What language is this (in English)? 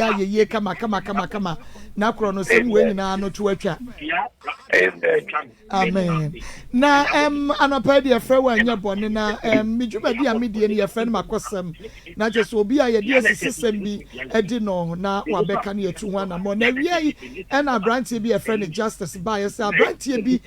Akan